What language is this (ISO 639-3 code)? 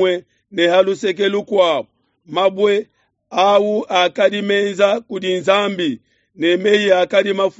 lua